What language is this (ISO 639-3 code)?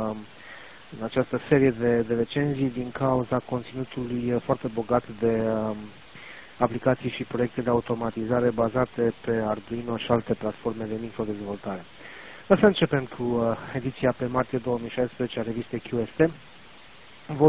ron